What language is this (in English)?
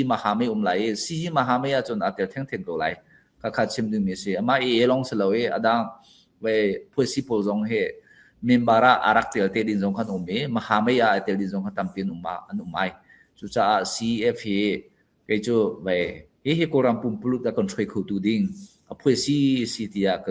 Falam Chin